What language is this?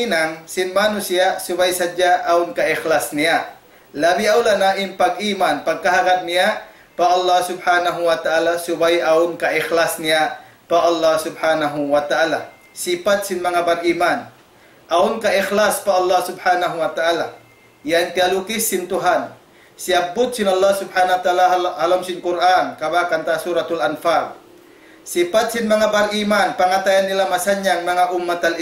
Tausug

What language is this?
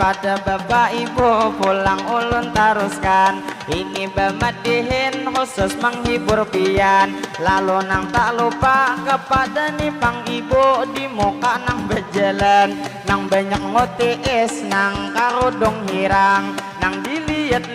Banjar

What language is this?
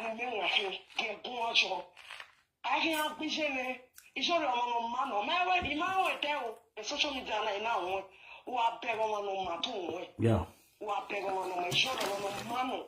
Nigerian Pidgin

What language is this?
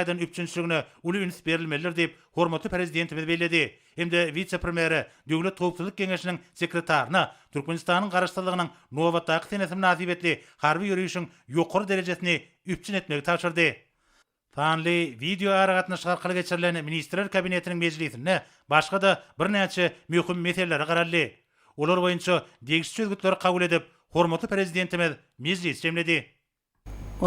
Turkmen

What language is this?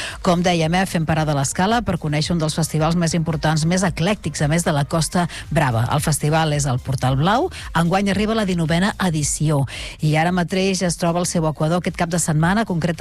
Catalan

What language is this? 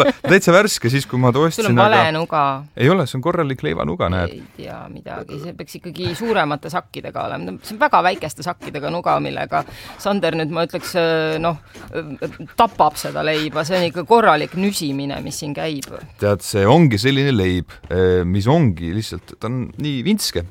Estonian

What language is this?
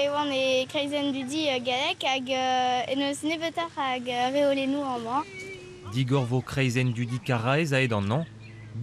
Breton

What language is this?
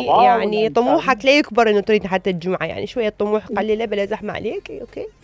Mesopotamian Arabic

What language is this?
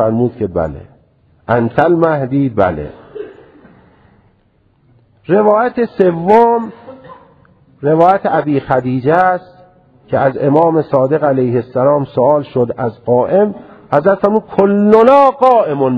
Persian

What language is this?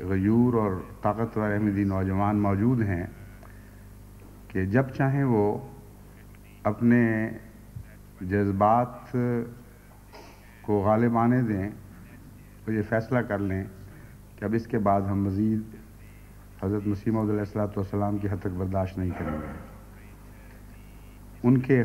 Urdu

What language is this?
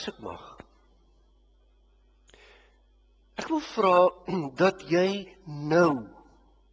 Afrikaans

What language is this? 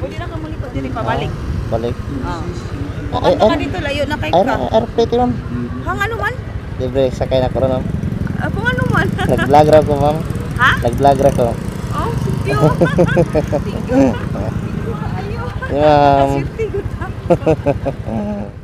Cebuano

